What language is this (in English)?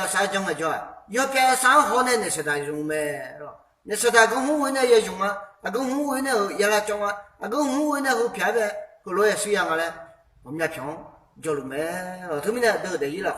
Akha